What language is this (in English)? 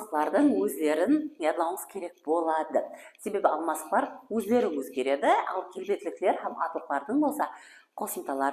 Kara-Kalpak